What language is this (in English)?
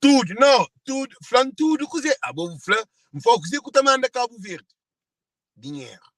Kabuverdianu